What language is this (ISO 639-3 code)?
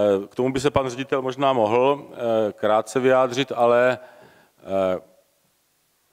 ces